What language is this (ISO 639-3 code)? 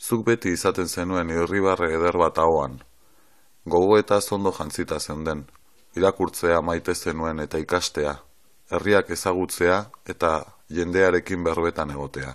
eus